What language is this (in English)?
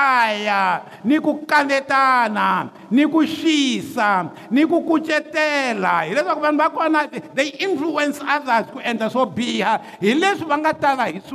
Tsonga